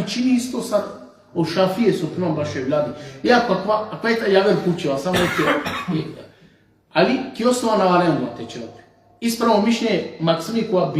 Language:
Balkan Romani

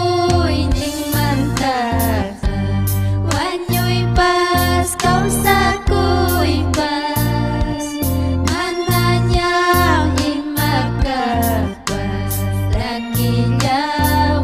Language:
Ayacucho Quechua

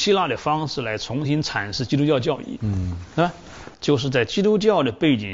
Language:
Chinese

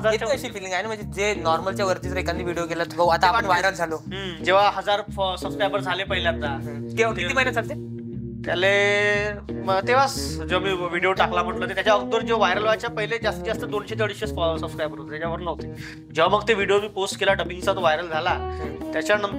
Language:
Marathi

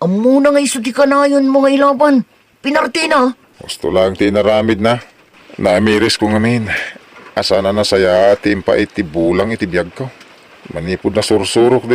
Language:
Iloko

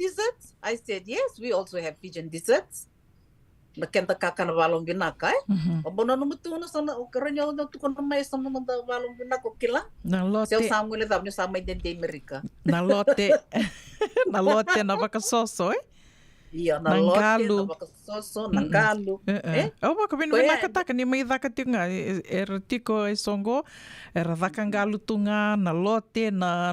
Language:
Fijian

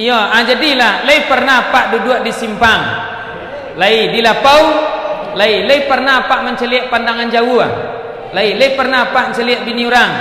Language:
Minangkabau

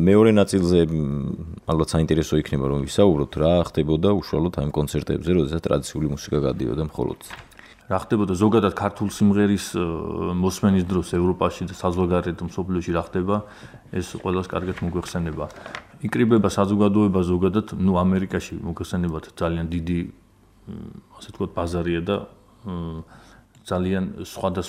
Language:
Georgian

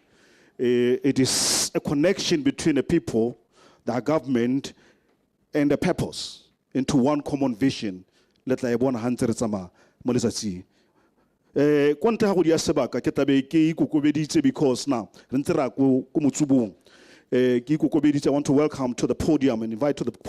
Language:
Tswana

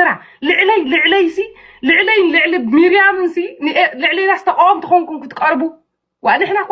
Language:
Tigrinya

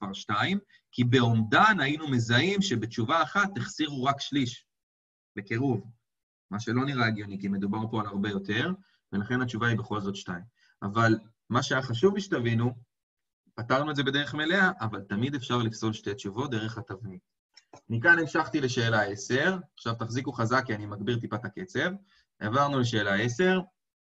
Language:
Hebrew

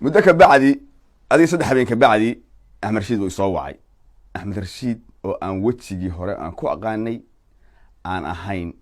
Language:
Somali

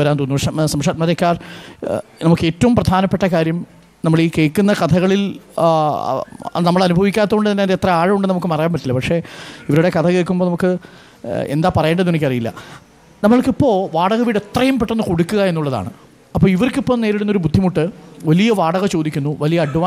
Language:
Malayalam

